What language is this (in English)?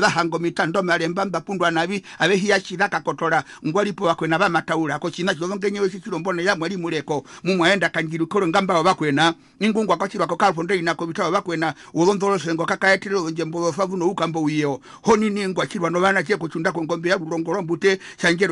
Herero